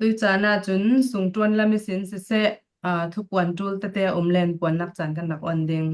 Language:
Falam Chin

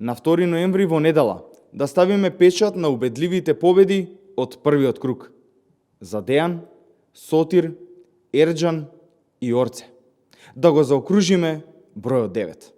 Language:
Macedonian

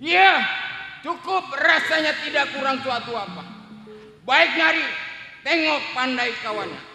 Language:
Betawi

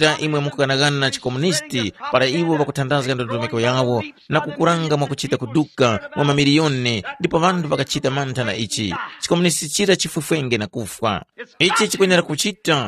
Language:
Tumbuka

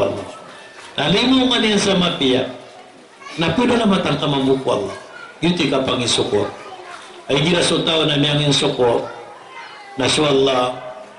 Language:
Maranao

